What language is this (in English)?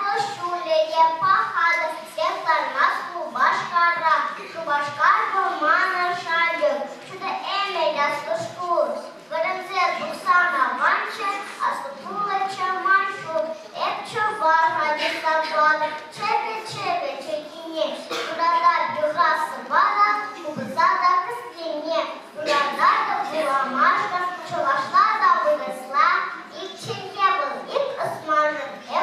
Chuvash